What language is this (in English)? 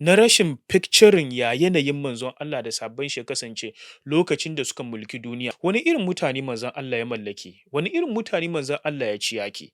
Hausa